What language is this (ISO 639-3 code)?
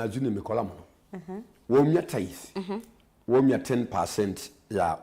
kam